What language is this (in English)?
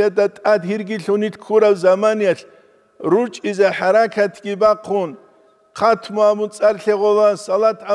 Avaric